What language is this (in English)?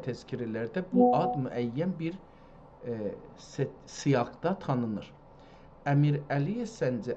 South Azerbaijani